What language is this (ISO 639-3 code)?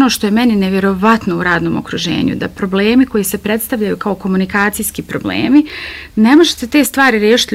bos